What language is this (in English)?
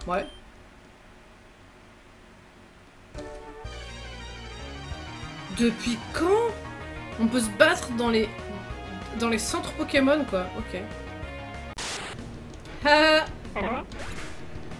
French